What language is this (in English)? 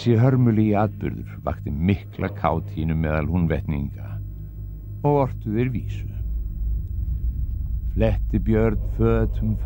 Icelandic